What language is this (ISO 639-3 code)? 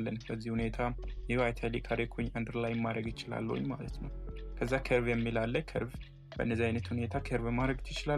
amh